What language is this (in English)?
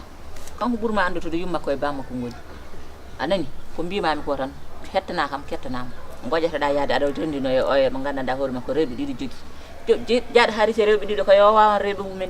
Fula